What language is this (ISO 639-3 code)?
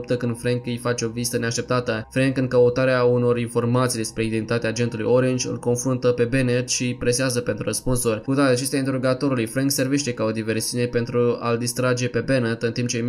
ron